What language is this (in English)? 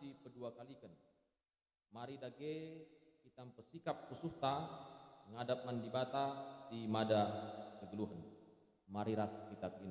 Batak Karo